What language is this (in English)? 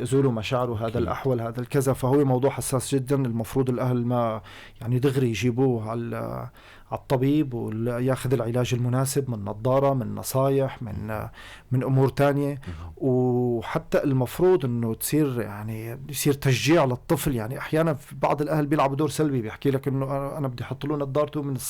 North Levantine Arabic